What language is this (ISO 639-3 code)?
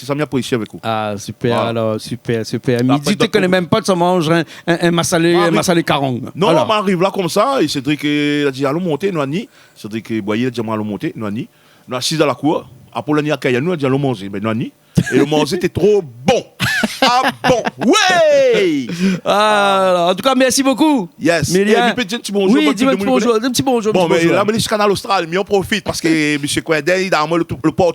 rcf